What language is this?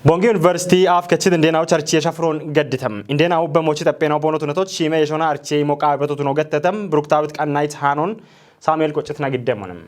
Kafa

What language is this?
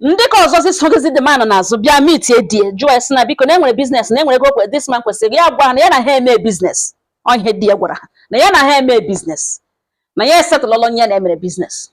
Igbo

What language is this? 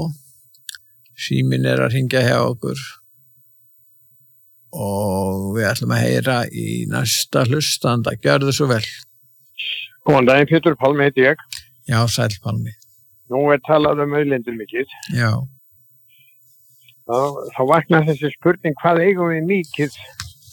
Icelandic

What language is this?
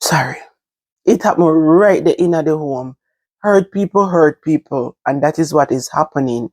Jamaican Creole English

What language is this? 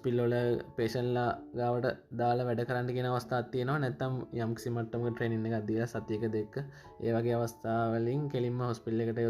Sinhala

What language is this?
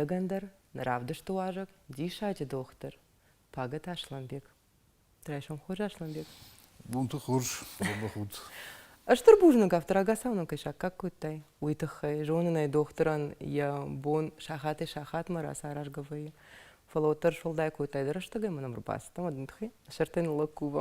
Ossetic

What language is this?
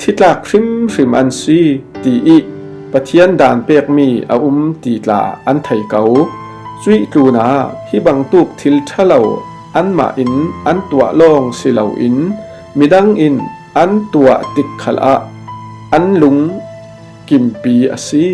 Falam Chin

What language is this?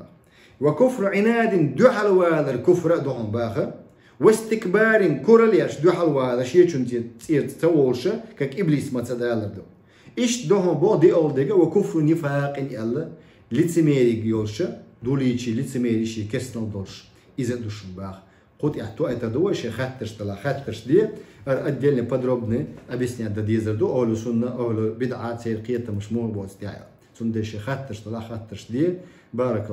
Chechen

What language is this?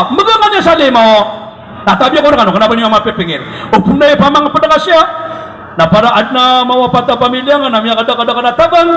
Maranao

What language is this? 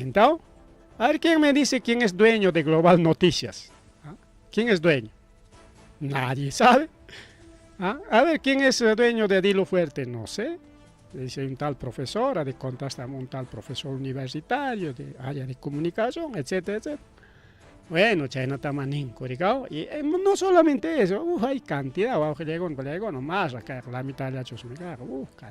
Ayacucho Quechua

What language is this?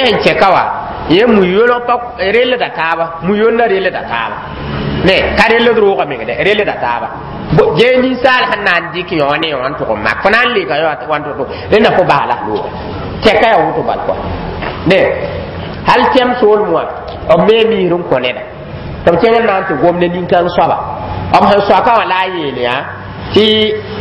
Mossi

